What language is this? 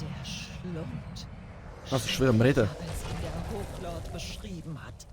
Swiss German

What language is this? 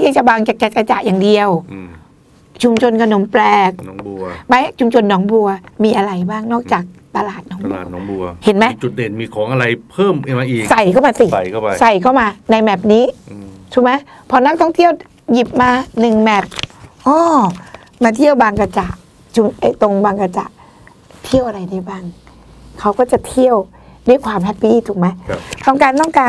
Thai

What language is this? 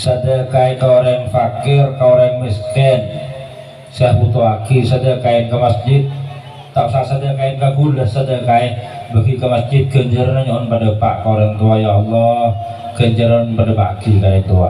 Madurese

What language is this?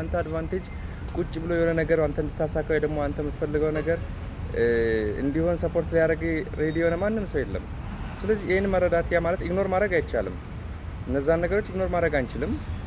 Amharic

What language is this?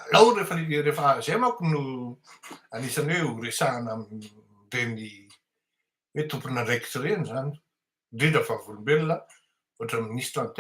Malagasy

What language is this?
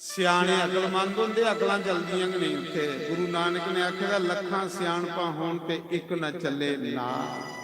Dogri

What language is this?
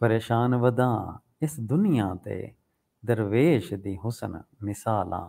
Saraiki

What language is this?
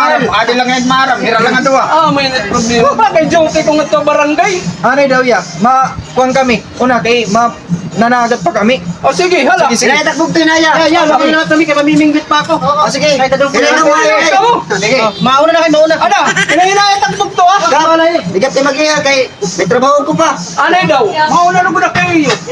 Waray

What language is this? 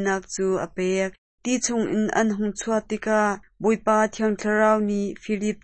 Hakha Chin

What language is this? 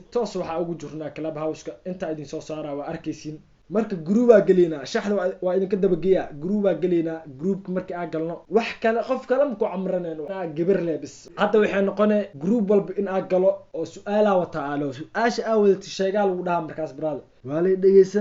Somali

